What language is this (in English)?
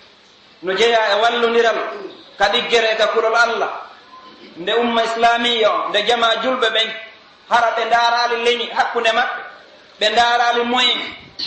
Pular